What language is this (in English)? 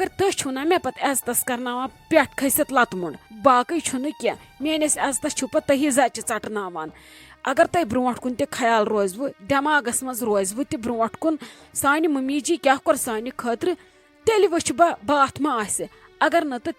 Kashmiri